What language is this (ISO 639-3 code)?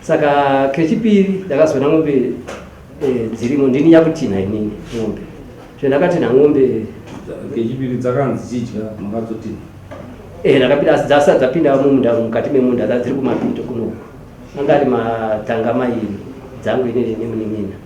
sna